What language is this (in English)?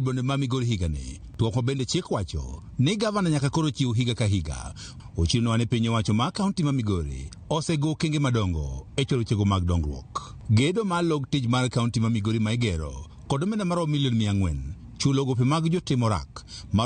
Luo (Kenya and Tanzania)